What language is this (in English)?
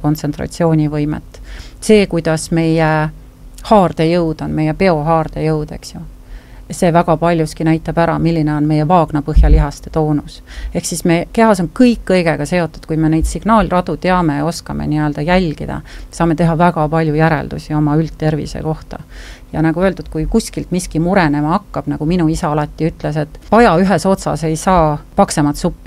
Estonian